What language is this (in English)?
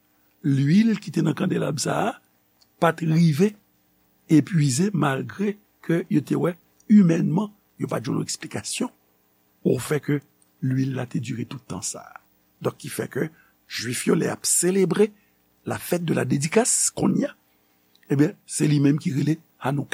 Haitian Creole